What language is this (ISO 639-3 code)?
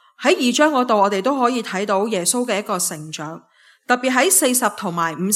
yue